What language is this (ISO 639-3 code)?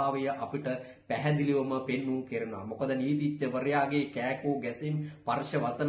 sin